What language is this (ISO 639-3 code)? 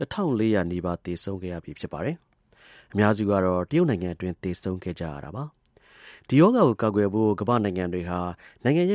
mya